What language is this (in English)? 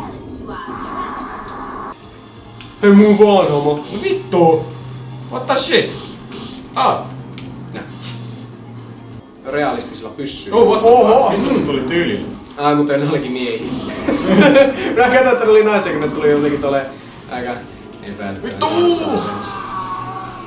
Finnish